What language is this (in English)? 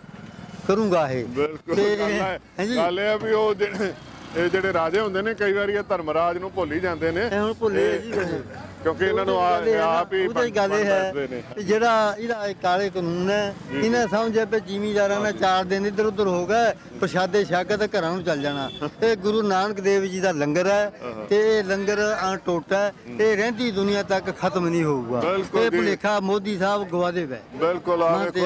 Punjabi